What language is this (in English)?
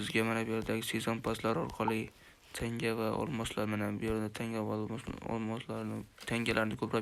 Uzbek